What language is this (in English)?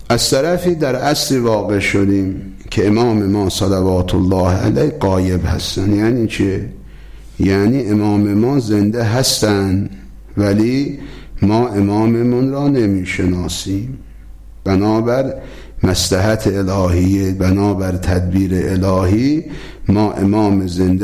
Persian